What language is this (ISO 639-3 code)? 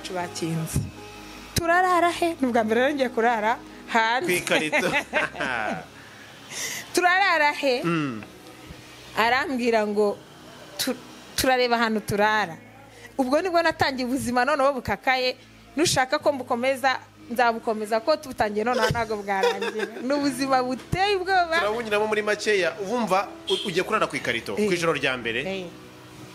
kin